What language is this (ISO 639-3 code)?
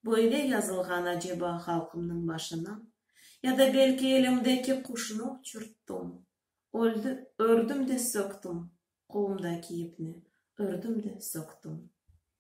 crh